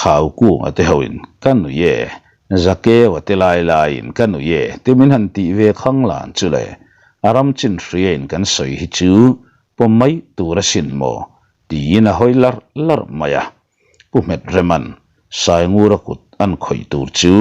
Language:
Mizo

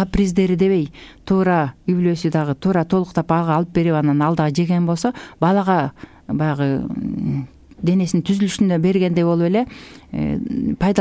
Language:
Kyrgyz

